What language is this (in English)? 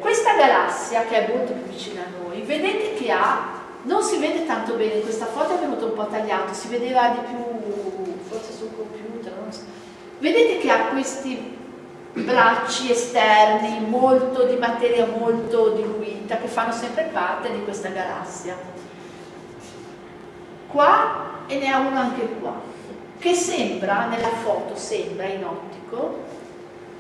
Italian